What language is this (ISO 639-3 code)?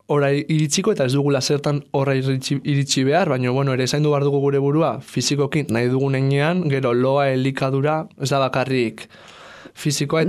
eus